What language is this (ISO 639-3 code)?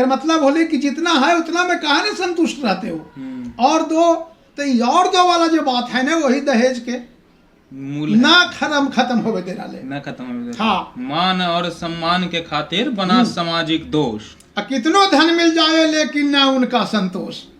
mag